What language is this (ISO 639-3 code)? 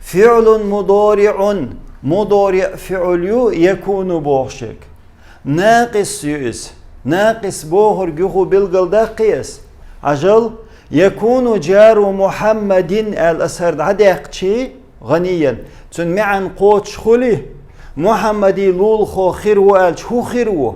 che